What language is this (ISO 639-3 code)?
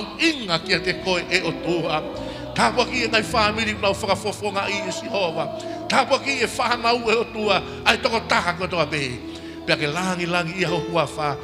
ton